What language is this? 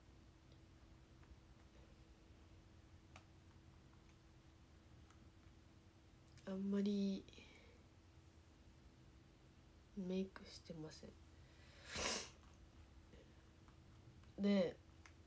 Japanese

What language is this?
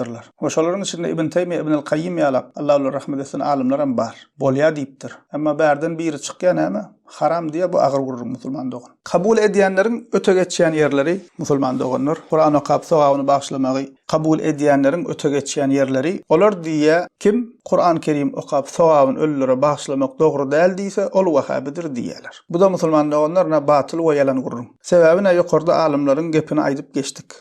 Turkmen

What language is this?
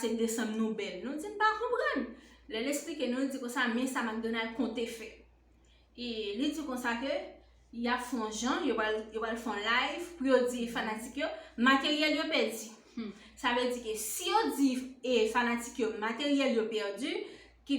Haitian Creole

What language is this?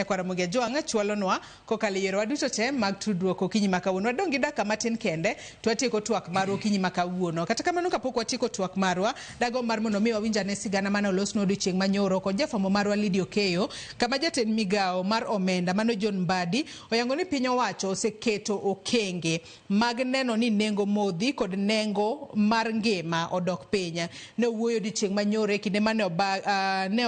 Luo (Kenya and Tanzania)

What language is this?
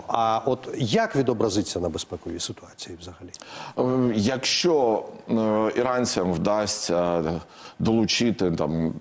Ukrainian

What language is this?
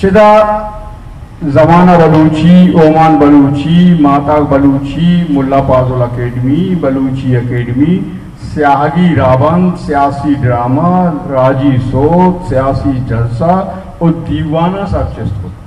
Baluchi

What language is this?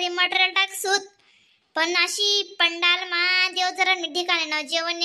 Khandesi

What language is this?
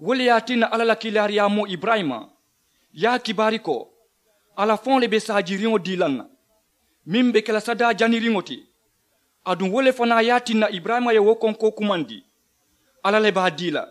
Mandingo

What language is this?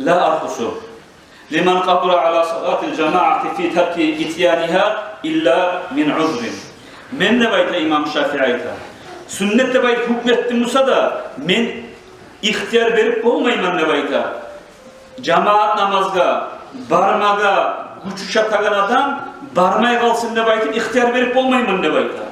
Kumyk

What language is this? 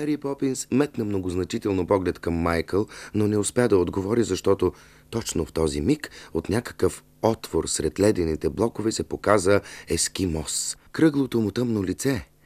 Bulgarian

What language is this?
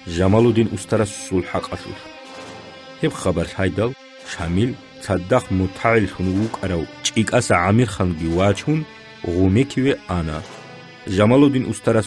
Avaric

